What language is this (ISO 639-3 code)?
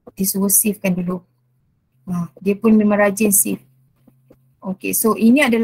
msa